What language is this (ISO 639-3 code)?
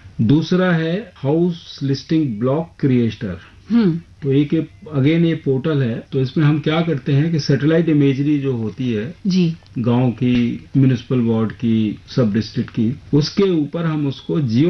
hin